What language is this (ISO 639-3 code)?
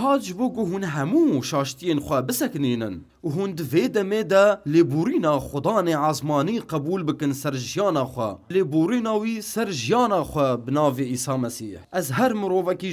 kur